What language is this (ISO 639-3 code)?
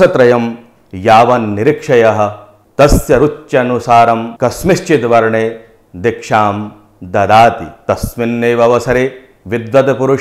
san